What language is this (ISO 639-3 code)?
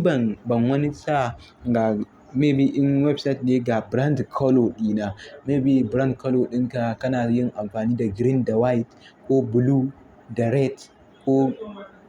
hau